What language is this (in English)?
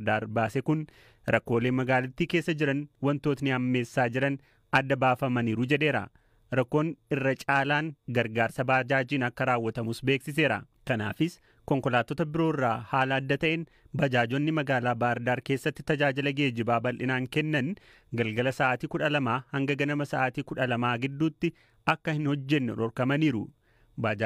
Oromo